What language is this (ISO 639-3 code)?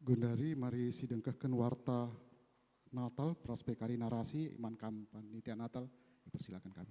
btx